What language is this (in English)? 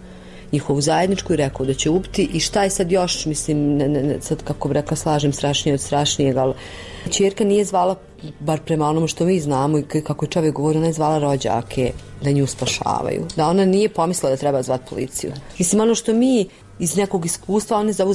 Bosnian